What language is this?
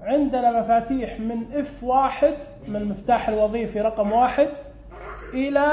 Najdi Arabic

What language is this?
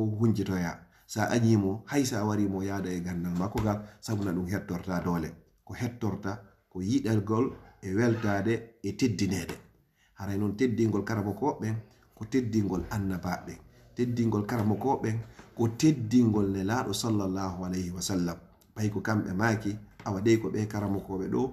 Fula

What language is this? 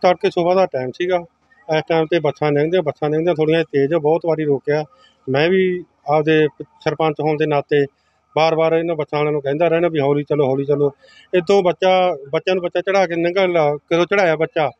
Punjabi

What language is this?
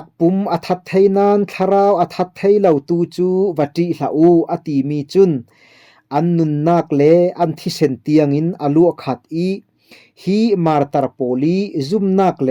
Falam Chin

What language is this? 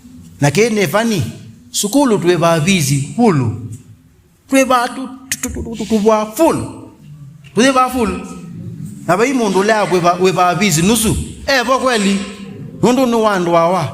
Kamba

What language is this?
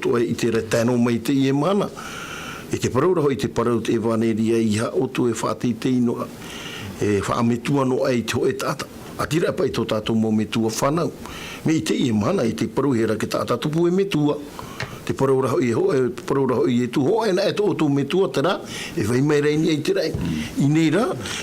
Tahitian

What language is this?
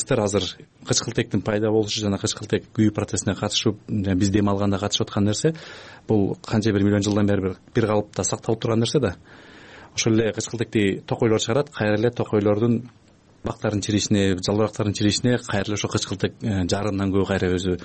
Kyrgyz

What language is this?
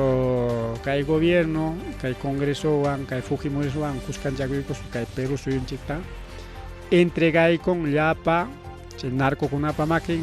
Ayacucho Quechua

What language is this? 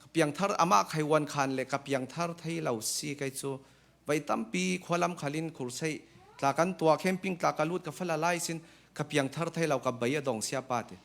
Falam Chin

